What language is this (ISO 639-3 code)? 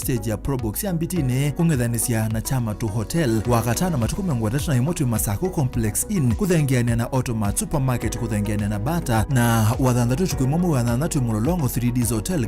kam